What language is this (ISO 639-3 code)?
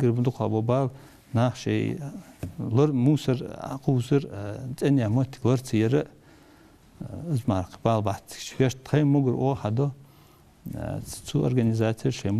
inh